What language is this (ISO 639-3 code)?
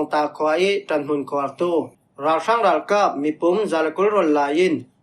cfm